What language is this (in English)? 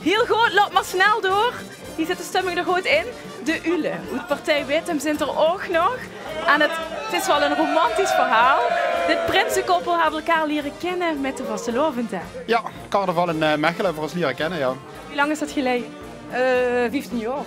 Limburgish